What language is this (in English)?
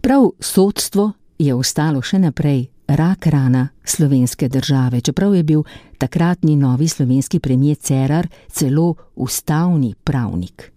Slovenian